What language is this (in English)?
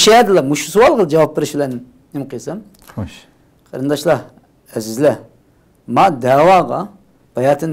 Uyghur